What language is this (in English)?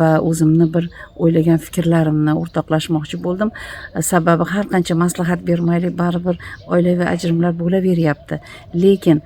Uzbek